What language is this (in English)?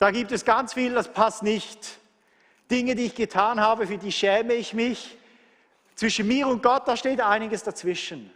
Swiss German